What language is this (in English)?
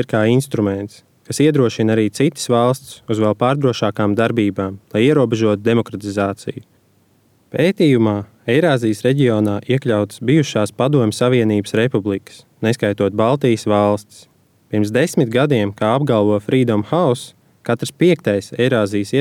Latvian